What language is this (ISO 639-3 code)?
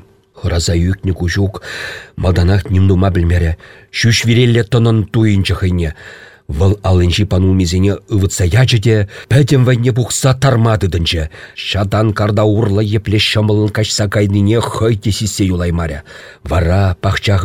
chv